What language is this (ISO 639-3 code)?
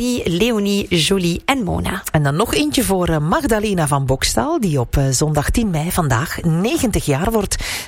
nld